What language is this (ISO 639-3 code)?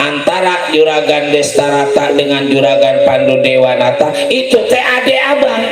bew